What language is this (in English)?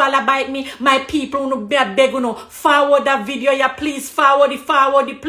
Jamaican Creole English